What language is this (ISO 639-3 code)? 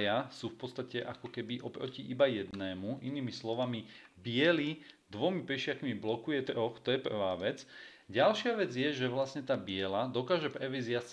slk